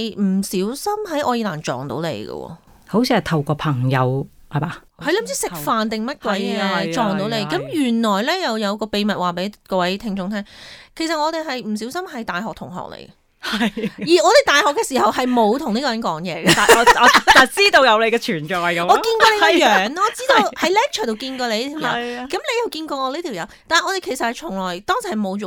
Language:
Cantonese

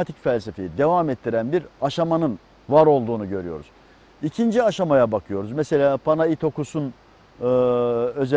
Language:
Turkish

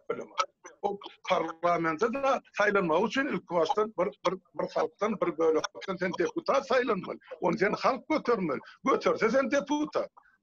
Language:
Turkmen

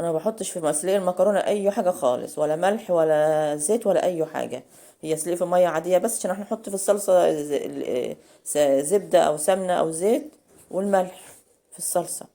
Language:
Egyptian Arabic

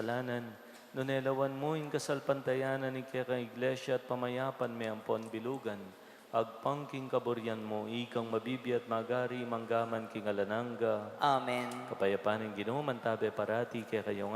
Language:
Pampanga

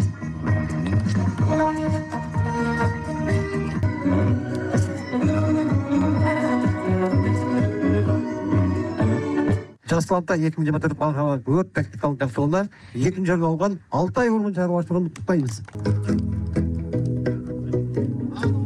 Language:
Kazakh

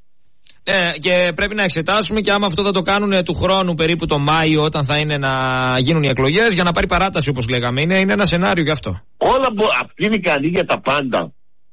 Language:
Greek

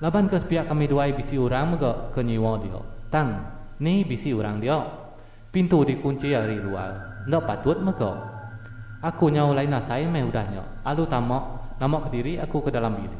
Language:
Iban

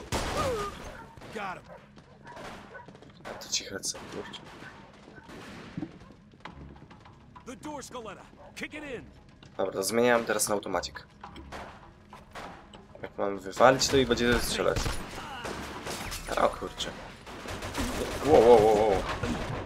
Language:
Polish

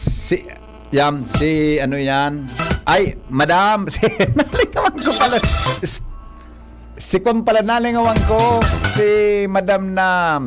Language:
Bikol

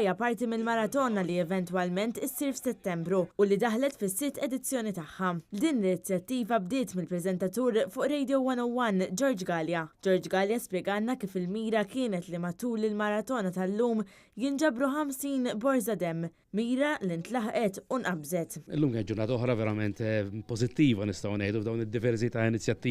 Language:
Maltese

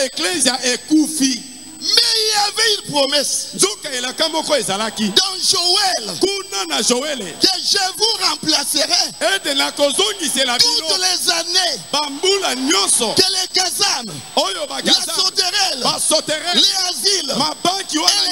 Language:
French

